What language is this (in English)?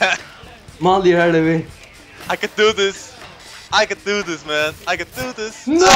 Faroese